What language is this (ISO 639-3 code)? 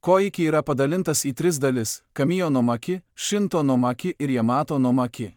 lit